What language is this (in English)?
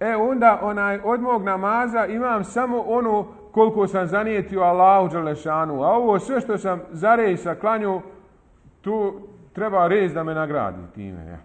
Bosnian